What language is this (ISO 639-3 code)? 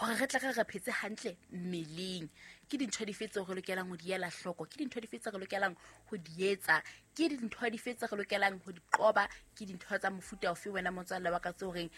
sot